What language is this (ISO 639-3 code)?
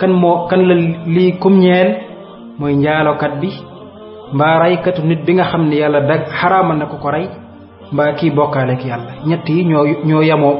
wol